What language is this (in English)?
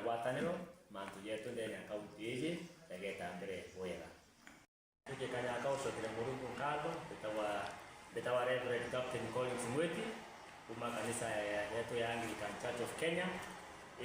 Meru